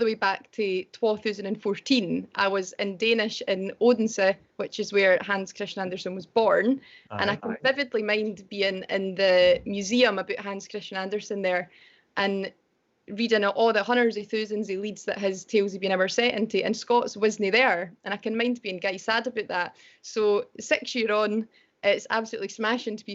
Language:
Scots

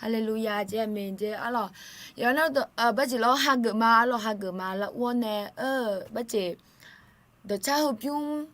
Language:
Akha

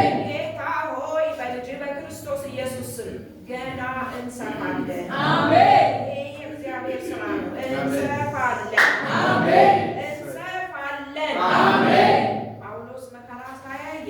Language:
Amharic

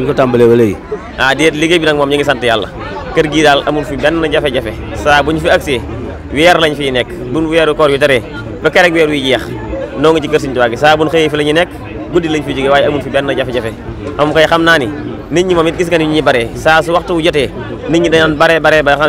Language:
Wolof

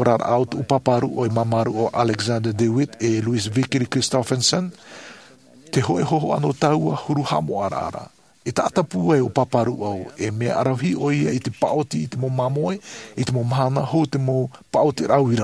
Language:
Tahitian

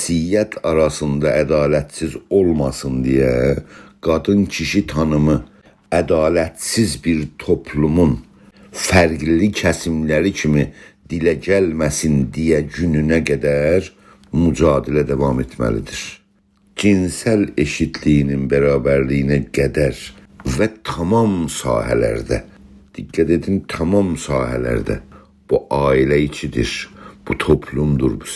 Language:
South Azerbaijani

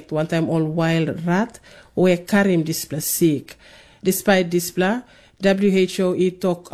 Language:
Tok Pisin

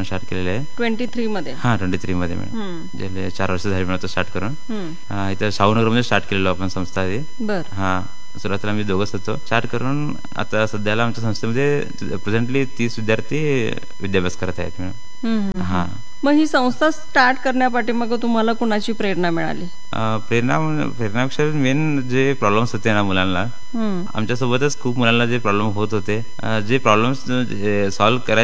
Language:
Marathi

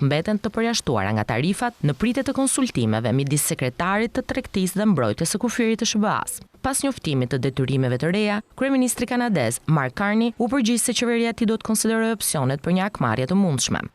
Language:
Albanian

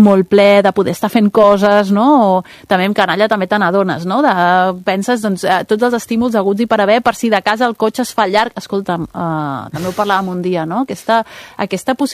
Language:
Catalan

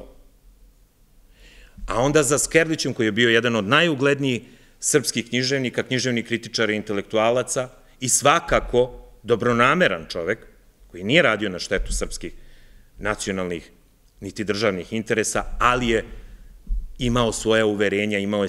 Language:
Serbian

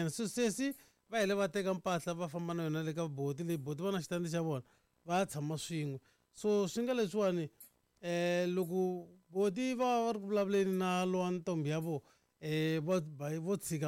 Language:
Tsonga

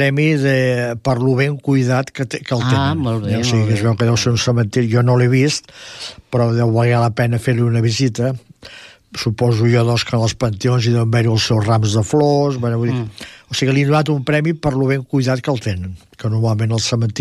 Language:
Catalan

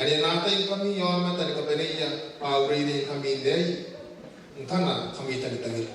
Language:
Gilbertese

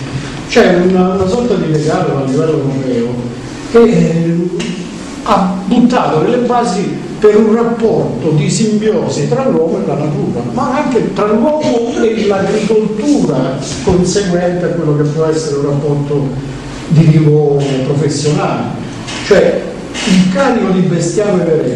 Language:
Italian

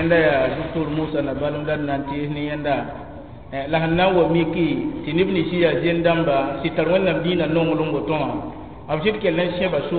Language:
Mossi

